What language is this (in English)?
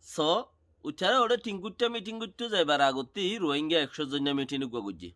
Rohingya